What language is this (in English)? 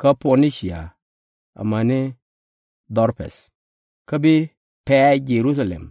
Nuer